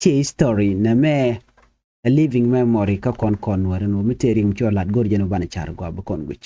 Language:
Nuer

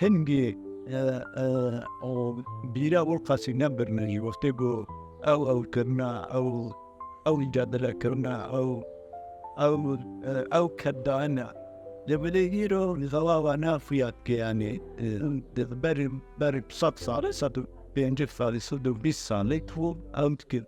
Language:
Kurdish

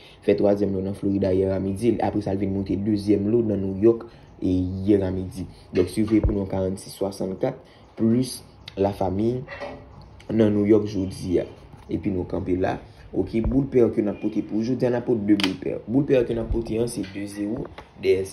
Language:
Haitian Creole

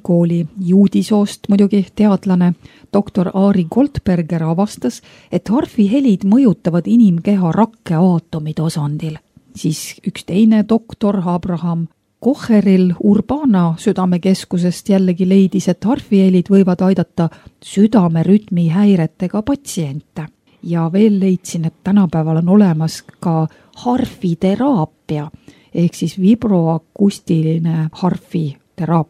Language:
Estonian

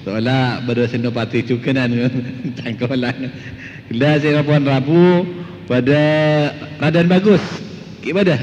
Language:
Madurese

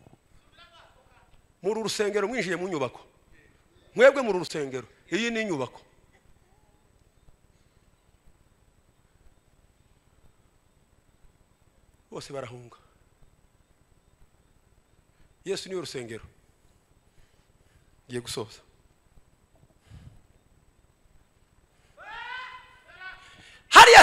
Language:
Kinyarwanda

